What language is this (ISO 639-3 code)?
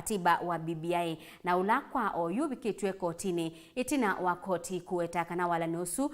kam